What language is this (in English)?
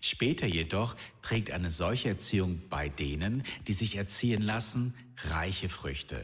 Swiss German